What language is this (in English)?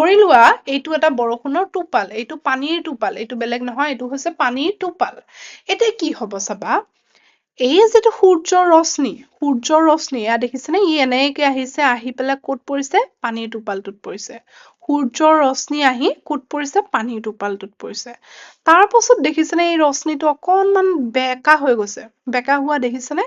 Assamese